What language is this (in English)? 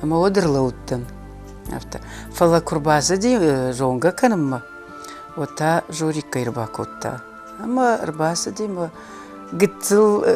Ossetic